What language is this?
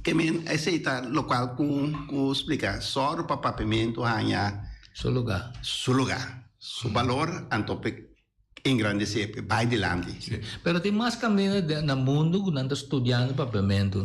Papiamento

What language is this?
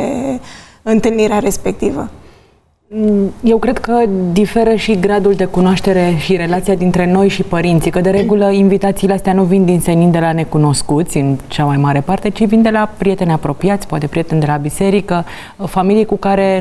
Romanian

